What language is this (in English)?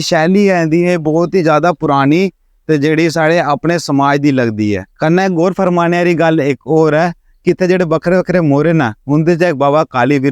Dogri